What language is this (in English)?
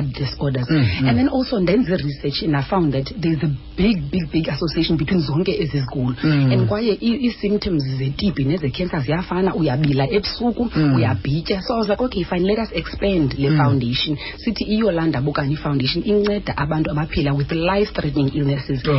Xhosa